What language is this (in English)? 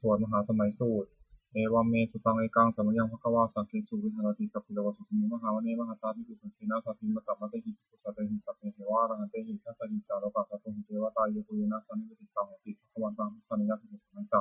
Pali